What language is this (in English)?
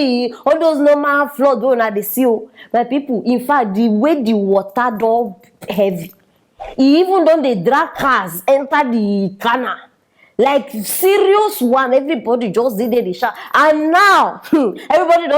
Nigerian Pidgin